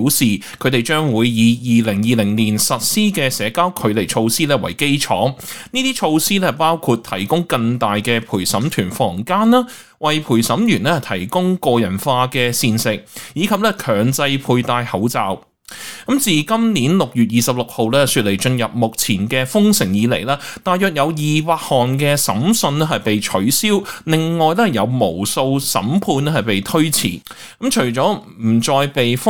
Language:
Cantonese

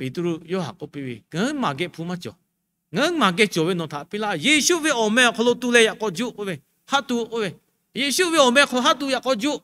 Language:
Lahu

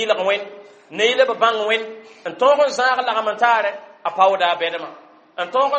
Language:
Mossi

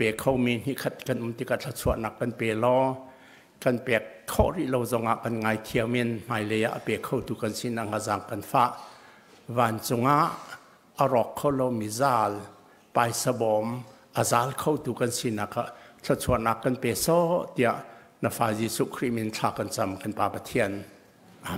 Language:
Hakha Chin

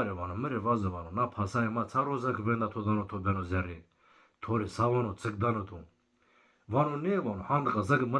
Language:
Zaza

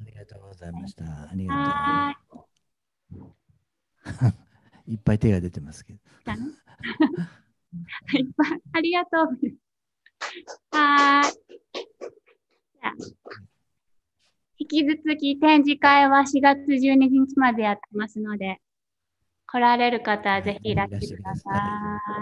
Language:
Japanese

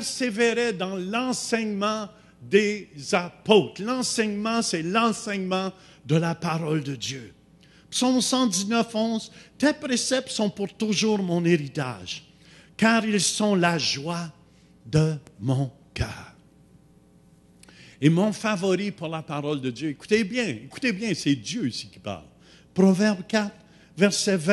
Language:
French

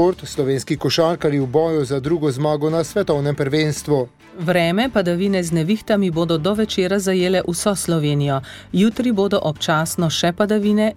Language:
Slovenian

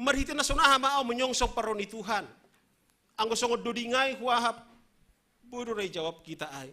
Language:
Batak Simalungun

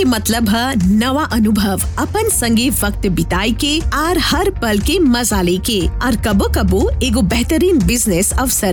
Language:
Bhojpuri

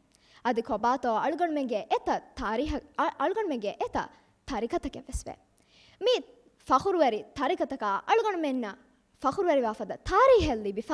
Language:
Divehi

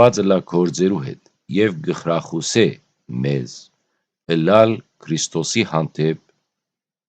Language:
Western Armenian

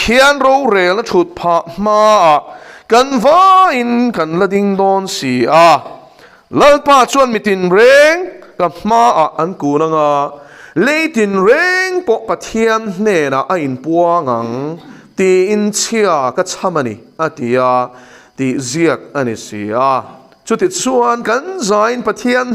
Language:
Mizo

